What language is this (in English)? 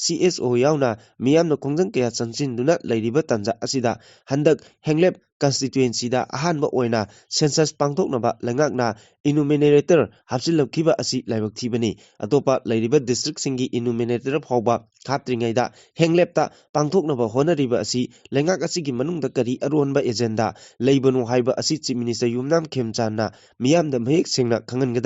Manipuri